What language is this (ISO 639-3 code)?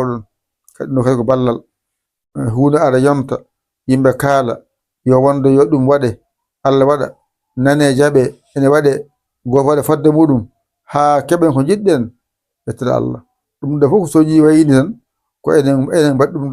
ful